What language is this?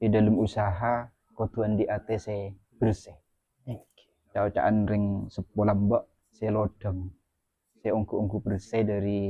Madurese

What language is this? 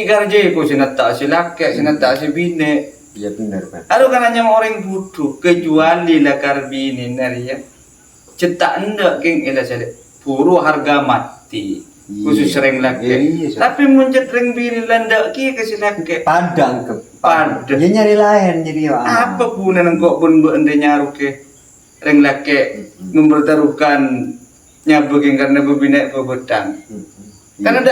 Madurese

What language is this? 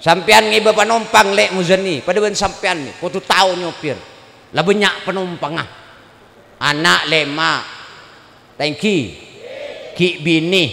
Madurese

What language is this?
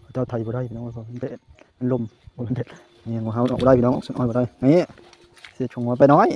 Northeastern Thai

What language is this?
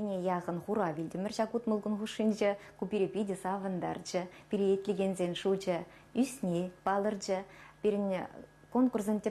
Chuvash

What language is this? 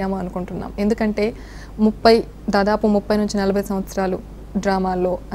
Telugu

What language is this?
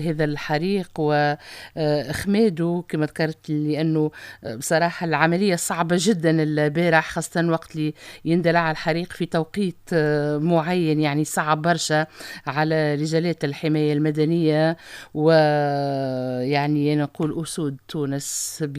Tunisian Arabic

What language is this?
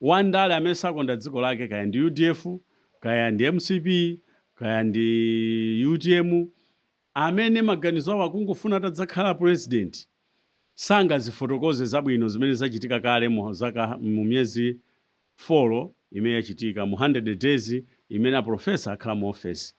Nyanja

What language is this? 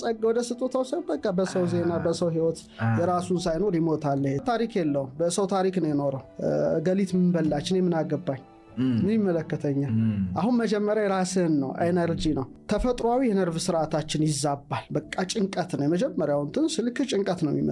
Amharic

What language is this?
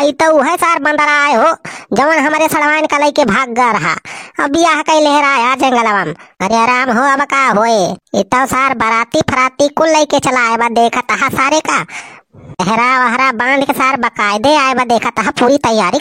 Awadhi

